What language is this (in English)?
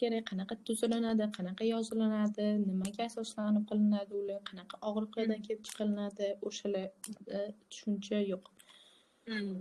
Uzbek